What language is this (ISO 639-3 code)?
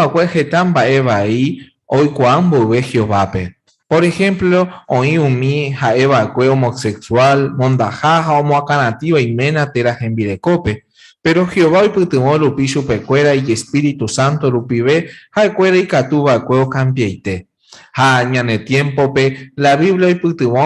grn